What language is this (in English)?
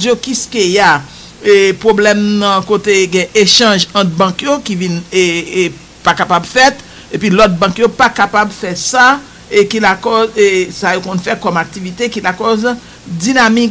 Haitian Creole